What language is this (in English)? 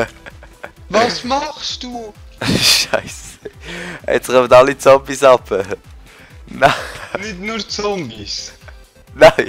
Swiss German